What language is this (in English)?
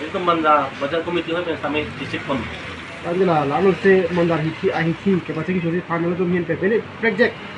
Karbi